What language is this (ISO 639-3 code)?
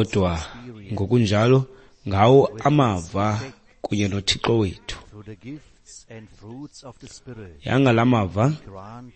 xho